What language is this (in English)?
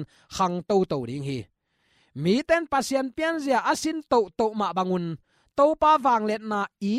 Tedim Chin